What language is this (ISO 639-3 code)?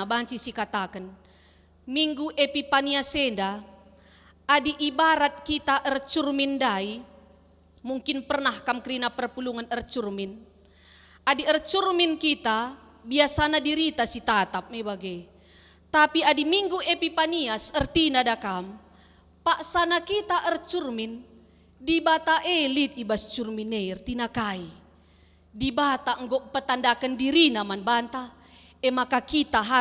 btx